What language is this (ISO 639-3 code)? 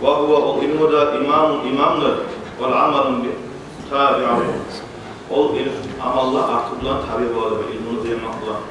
kum